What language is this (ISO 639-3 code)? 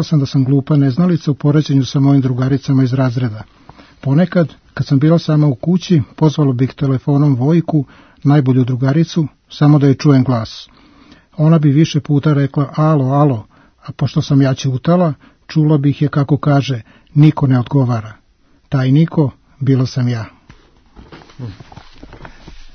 srp